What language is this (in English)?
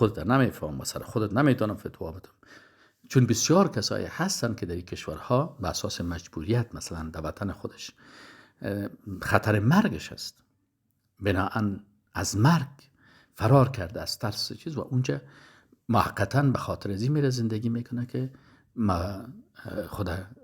Persian